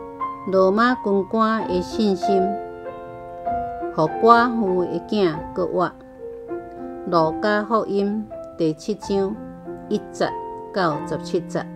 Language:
Min Nan Chinese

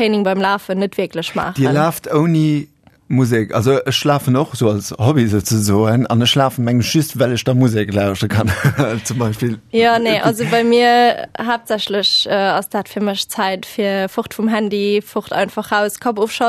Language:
Luxembourgish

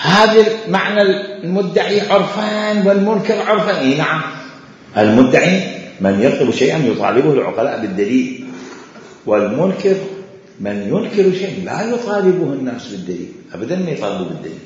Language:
Mesopotamian Arabic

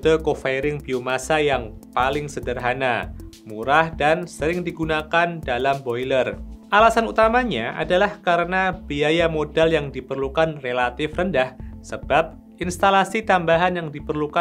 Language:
Indonesian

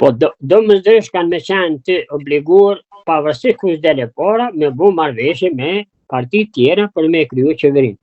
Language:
Albanian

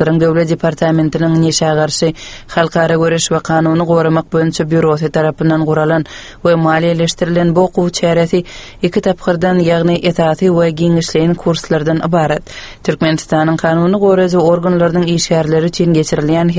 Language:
Turkmen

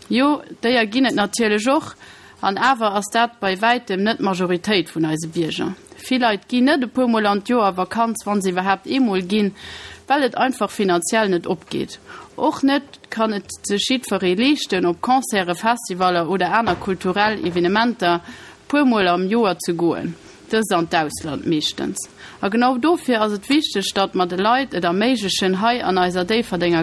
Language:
Luxembourgish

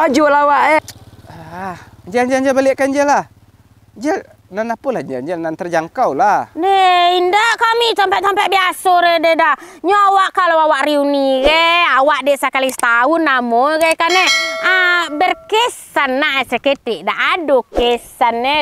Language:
Minangkabau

